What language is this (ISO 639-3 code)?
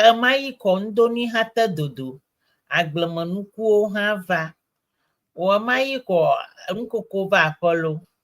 ewe